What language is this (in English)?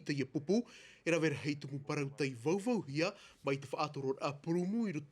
Tahitian